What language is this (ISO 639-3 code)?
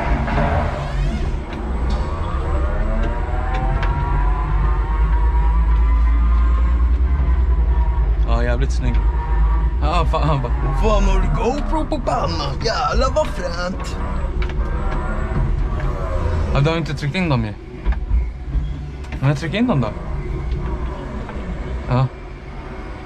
swe